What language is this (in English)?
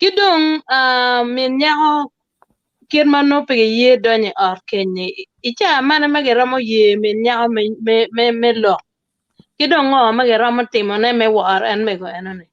Acoli